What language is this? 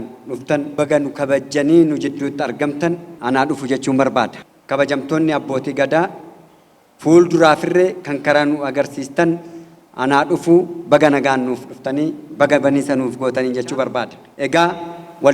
Oromo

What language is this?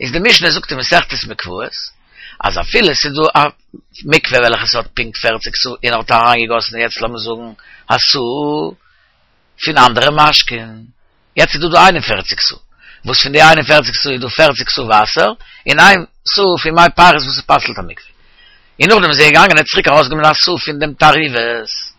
Yiddish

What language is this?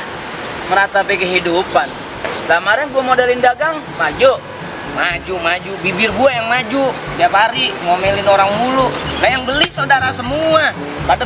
Betawi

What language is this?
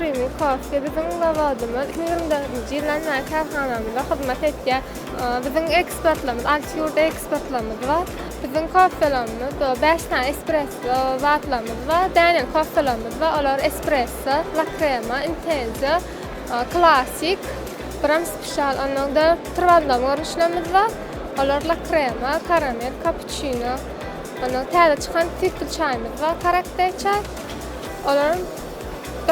Turkmen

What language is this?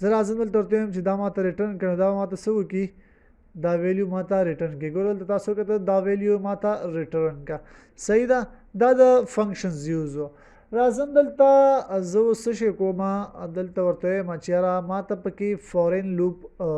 Pashto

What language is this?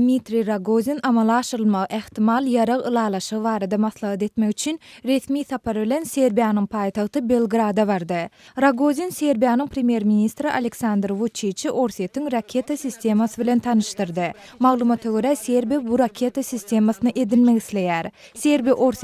Turkmen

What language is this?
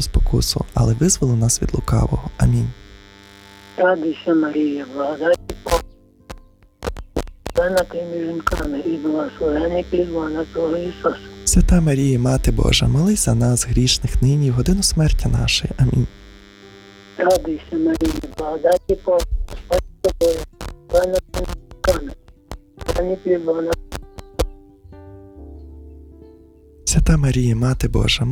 Ukrainian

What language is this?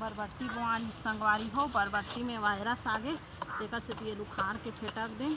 Chhattisgarhi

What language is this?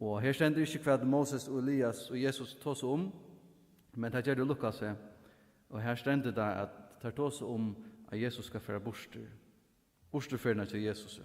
Faroese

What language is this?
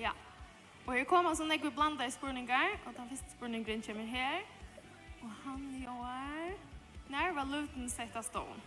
Faroese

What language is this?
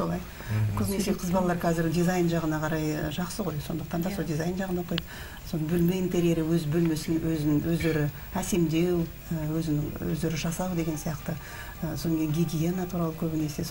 Kazakh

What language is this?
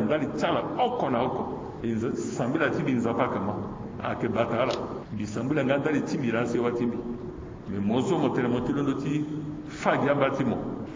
Sango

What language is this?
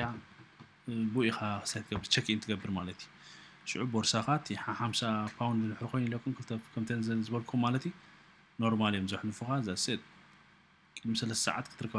Tigrinya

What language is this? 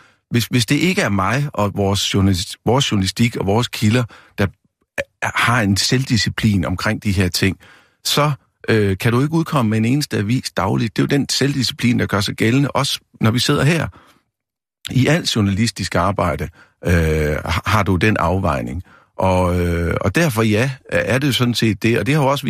Danish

